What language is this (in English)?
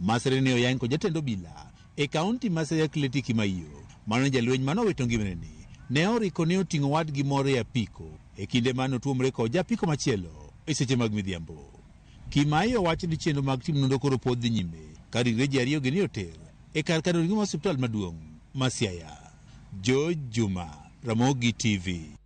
Luo (Kenya and Tanzania)